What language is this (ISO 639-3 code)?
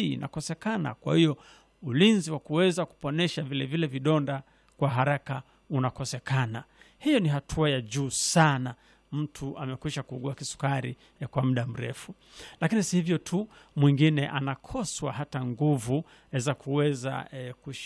swa